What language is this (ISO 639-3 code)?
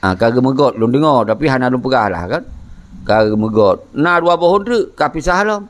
ace